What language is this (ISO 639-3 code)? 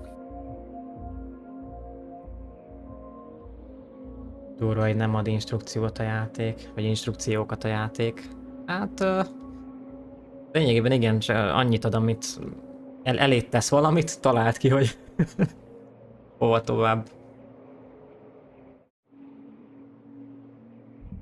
hun